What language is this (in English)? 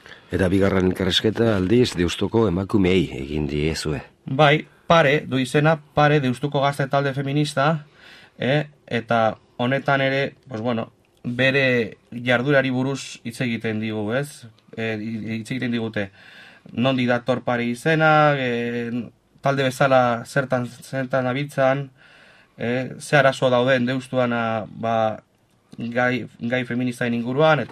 Basque